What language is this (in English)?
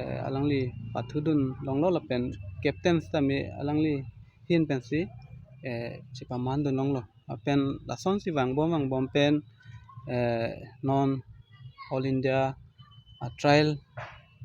Karbi